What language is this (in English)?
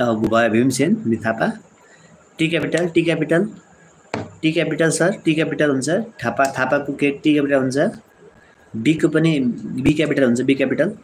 Nepali